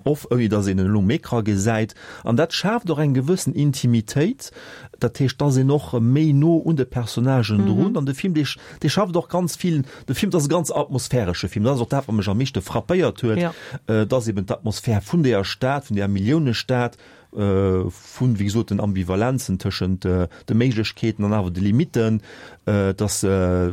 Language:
Luxembourgish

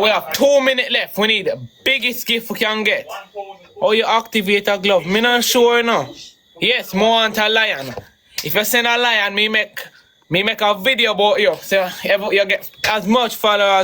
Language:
Jamaican Creole English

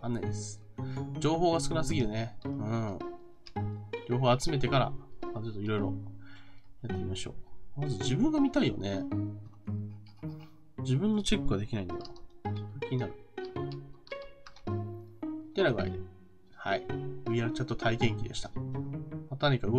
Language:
Japanese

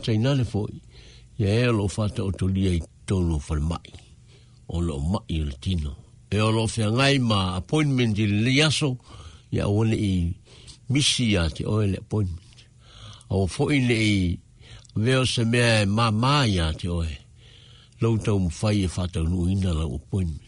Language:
Samoan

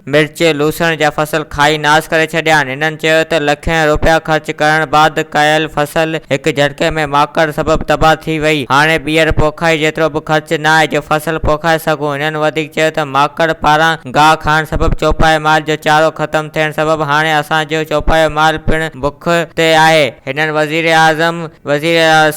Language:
Sindhi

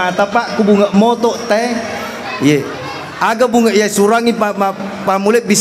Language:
Buginese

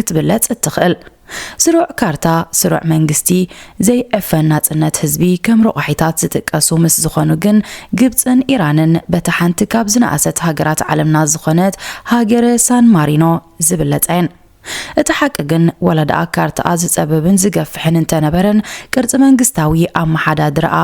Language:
Tigrinya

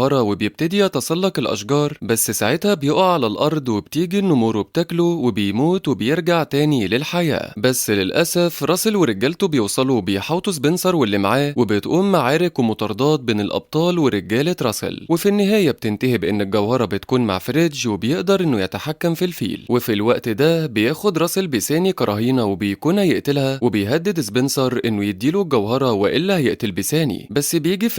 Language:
Egyptian Arabic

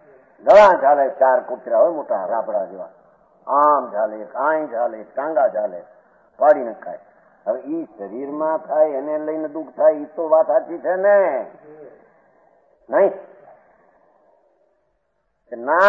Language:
Gujarati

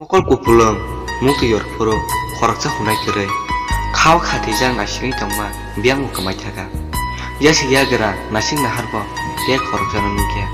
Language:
Kok Borok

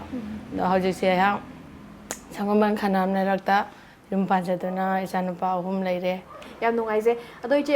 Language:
Manipuri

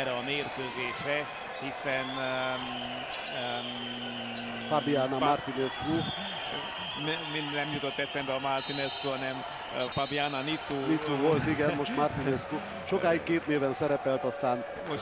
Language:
Hungarian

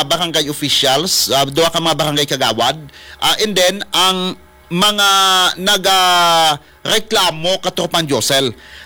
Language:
Hiligaynon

